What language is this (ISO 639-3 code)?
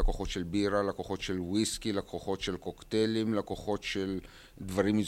heb